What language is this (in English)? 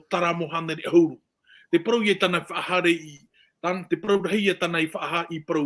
Tahitian